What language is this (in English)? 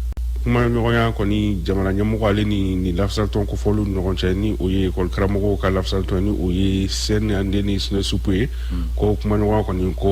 Bambara